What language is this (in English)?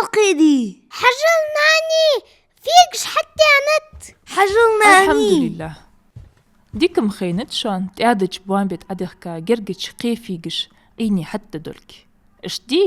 Ingush